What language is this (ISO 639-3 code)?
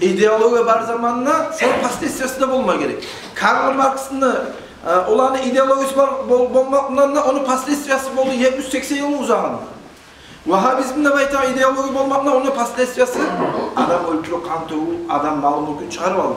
kum